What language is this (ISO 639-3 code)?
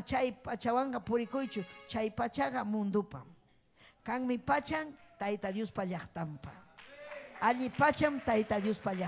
quy